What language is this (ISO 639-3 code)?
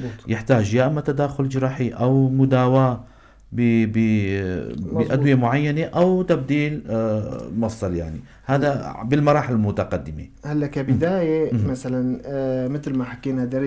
apc